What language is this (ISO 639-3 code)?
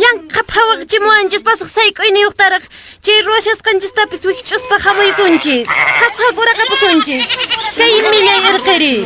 que